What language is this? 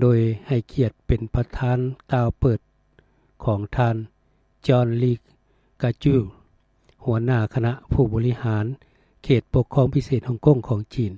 Lao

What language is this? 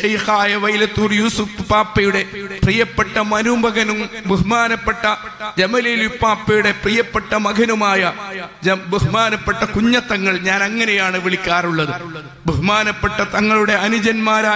Malayalam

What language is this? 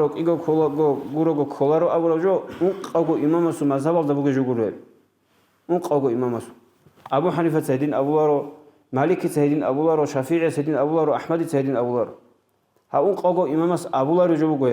Avaric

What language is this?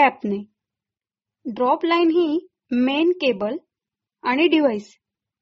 Marathi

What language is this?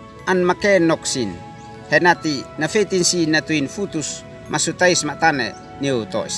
Uab Meto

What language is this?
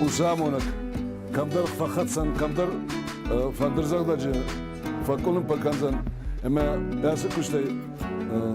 Ossetic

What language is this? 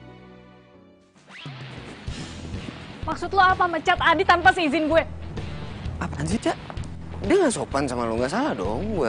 Indonesian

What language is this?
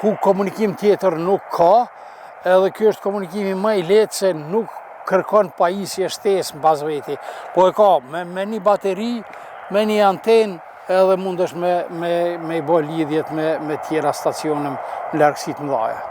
Albanian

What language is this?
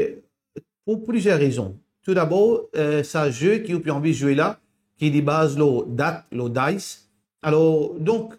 Morisyen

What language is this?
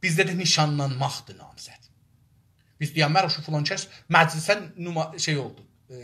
South Azerbaijani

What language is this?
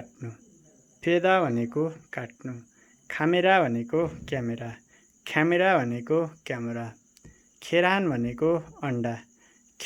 Nepali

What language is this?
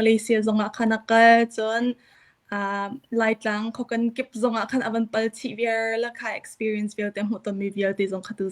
Hakha Chin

